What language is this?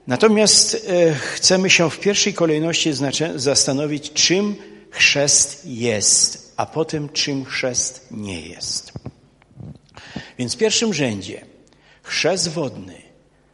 Polish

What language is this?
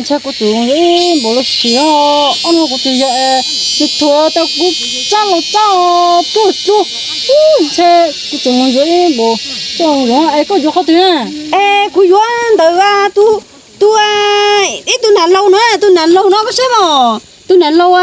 Hmong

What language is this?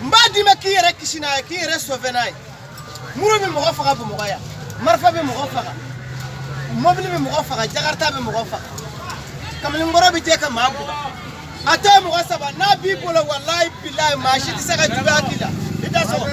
Bambara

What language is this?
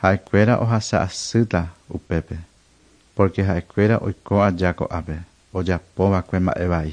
Guarani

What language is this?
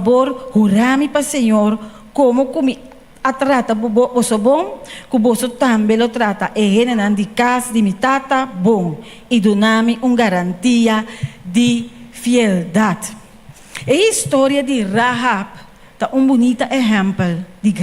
Papiamento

